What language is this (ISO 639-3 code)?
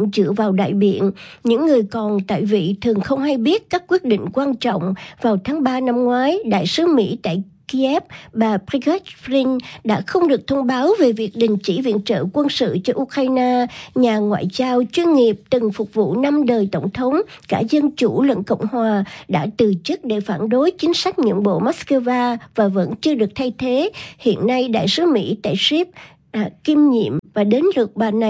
vie